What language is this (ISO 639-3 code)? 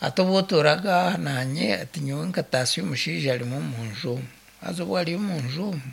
nyn